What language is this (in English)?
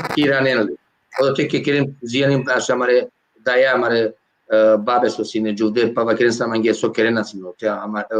Balkan Romani